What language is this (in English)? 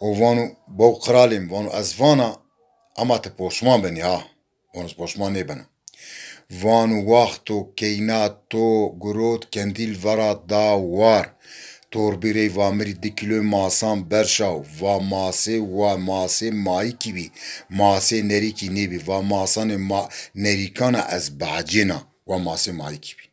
Zaza